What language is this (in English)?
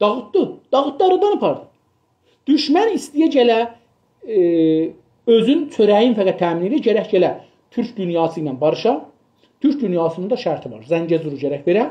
South Azerbaijani